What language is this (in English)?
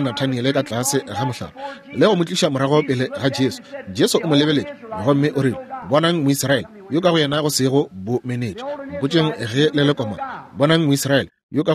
Northern Sotho